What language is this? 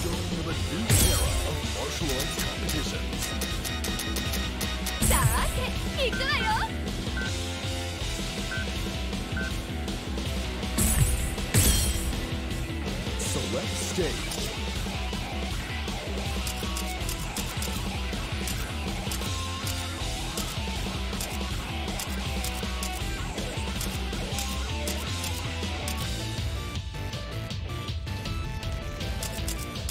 Japanese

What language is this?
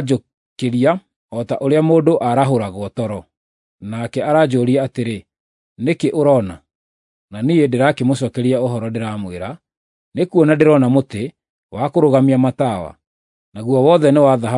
Kikuyu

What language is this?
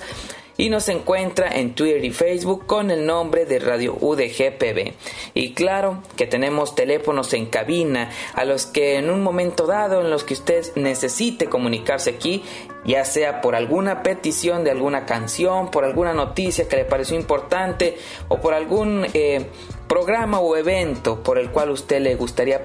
Spanish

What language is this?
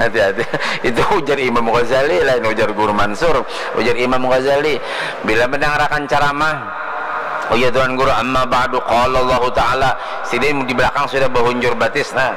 Banjar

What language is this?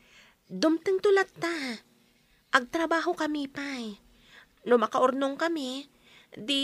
Iloko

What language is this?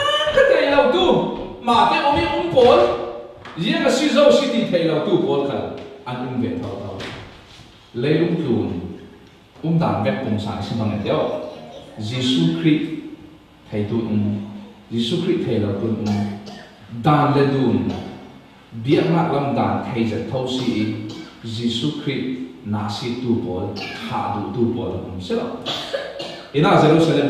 Falam Chin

